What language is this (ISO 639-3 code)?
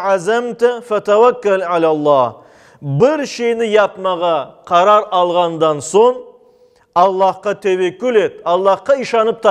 crh